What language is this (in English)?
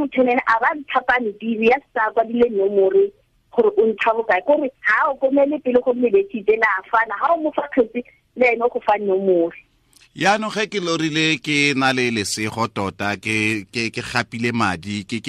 Tswana